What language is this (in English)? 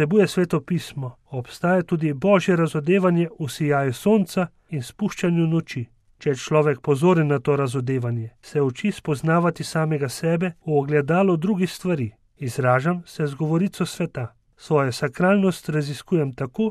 Slovenian